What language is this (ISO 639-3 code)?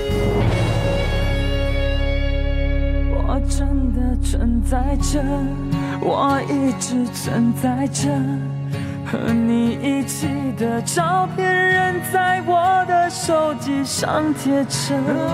zho